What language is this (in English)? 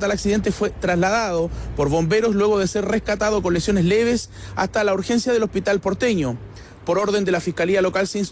Spanish